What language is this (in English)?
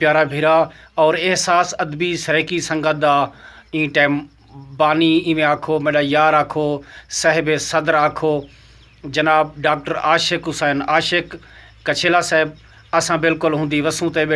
Saraiki